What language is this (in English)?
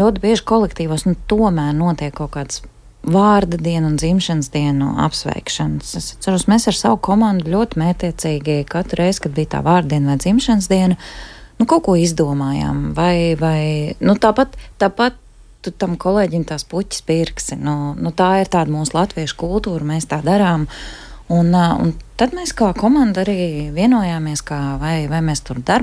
Latvian